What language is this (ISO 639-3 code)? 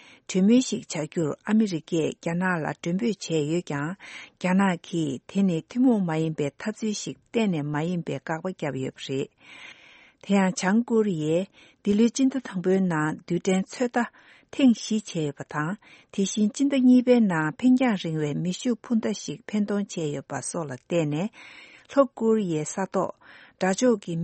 bod